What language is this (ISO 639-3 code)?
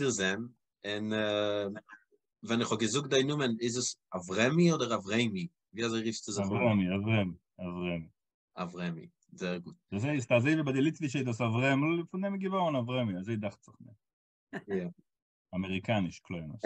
yid